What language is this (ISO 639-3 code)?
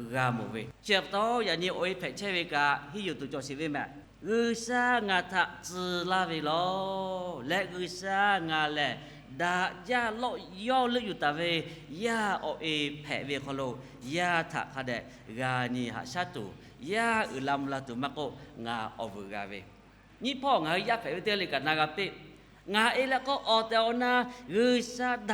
lhu